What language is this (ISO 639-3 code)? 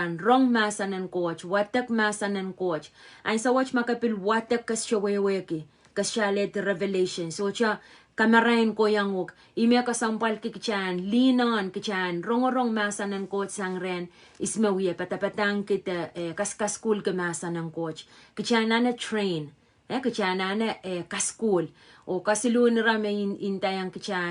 pon